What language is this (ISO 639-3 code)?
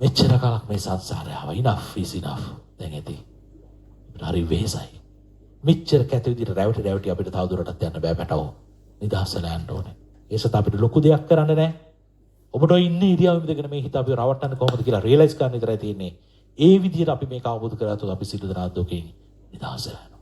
sin